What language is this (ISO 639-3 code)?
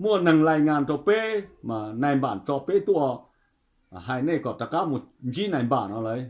hmn